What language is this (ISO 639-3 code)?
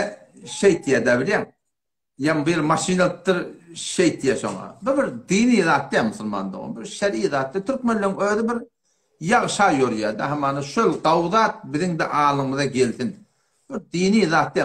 tuk